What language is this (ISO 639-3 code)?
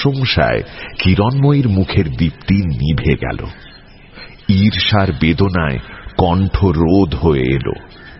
ben